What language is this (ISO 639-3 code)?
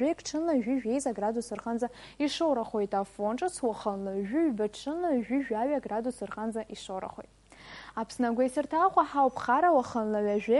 abk